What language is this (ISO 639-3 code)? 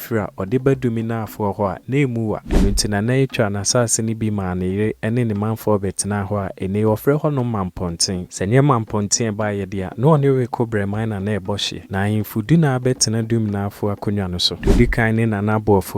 aka